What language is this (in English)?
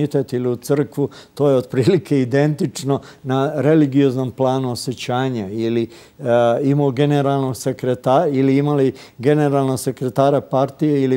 Serbian